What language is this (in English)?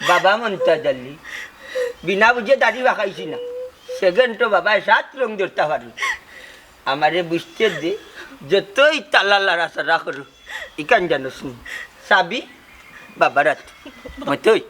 Sylheti